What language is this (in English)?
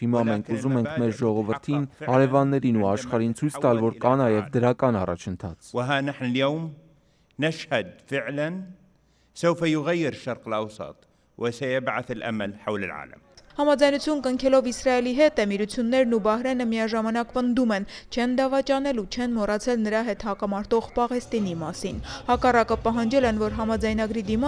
Armenian